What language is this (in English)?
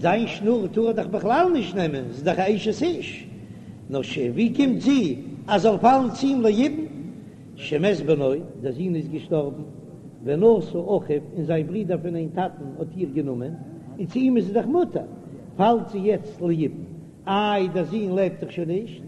Yiddish